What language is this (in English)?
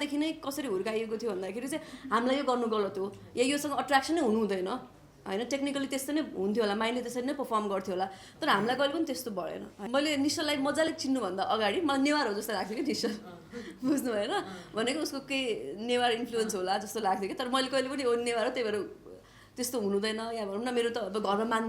Nepali